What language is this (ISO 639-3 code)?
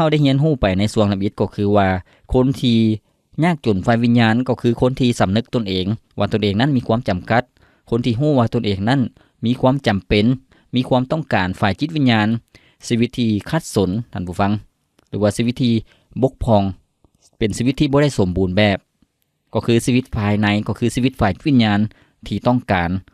lao